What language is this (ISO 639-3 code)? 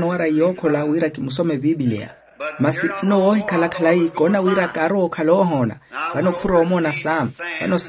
vmw